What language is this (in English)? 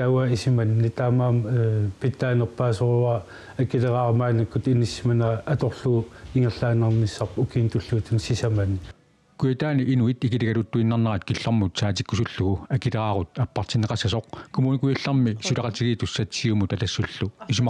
Kalaallisut